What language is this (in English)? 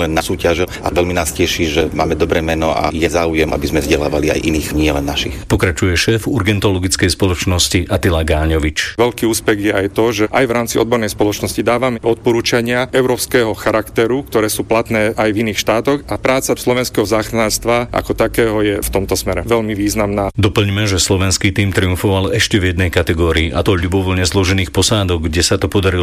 Slovak